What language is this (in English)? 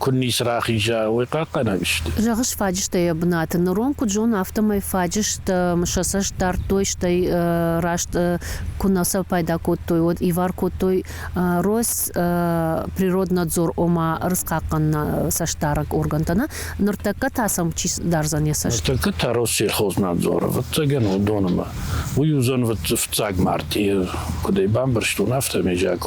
Ossetic